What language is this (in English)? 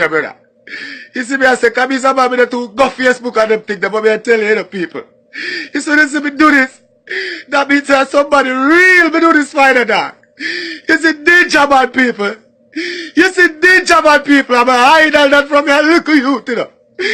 Jamaican Creole English